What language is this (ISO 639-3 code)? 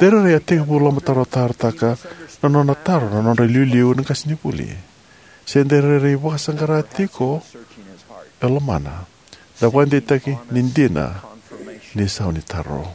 fij